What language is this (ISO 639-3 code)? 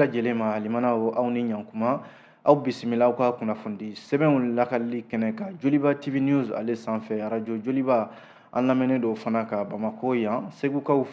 bam